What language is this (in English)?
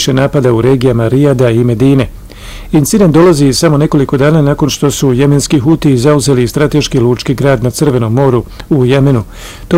Bosnian